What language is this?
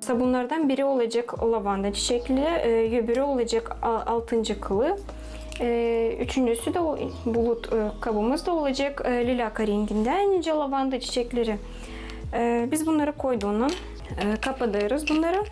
Gagauz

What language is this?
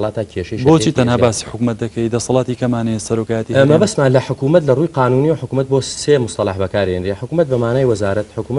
Central Kurdish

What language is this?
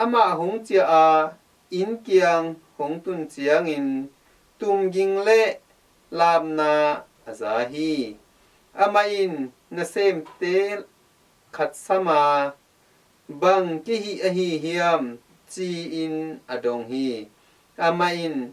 Tedim Chin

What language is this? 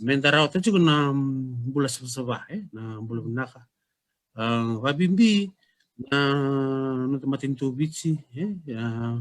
Fijian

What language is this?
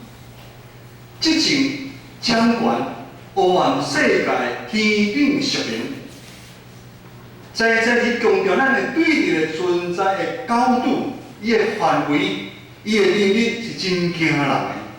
Min Nan Chinese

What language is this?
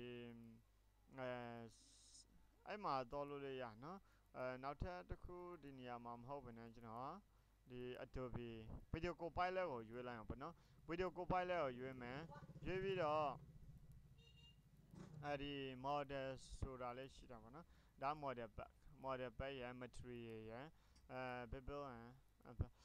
Burmese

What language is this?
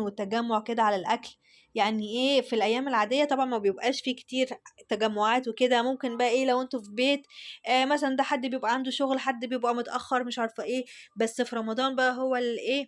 Egyptian Arabic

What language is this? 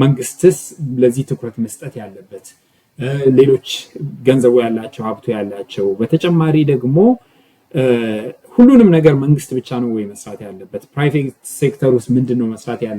Amharic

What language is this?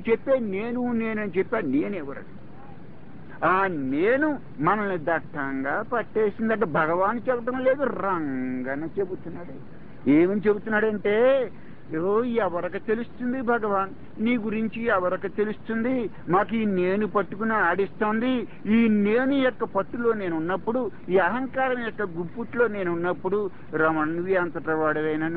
Telugu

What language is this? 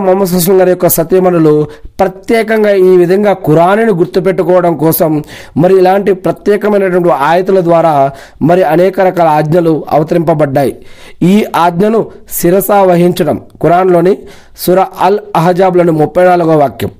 Telugu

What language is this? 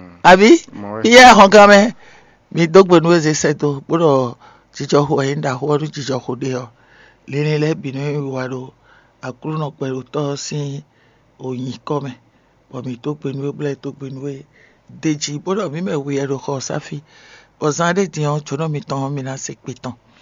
Fon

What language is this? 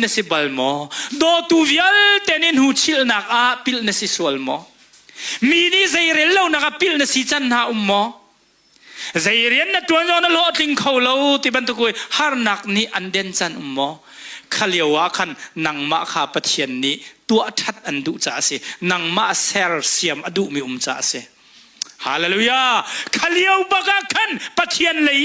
Hakha Chin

